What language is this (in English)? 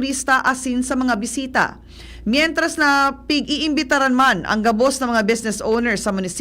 Bikol